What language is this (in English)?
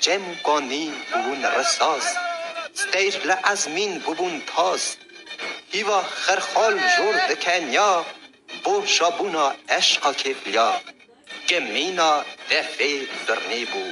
Kurdish